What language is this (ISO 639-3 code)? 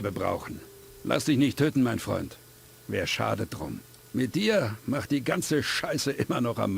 bar